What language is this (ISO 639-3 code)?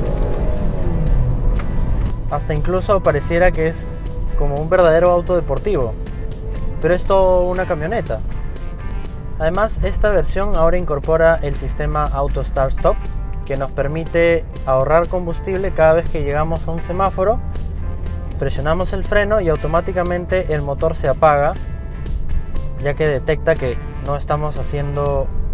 spa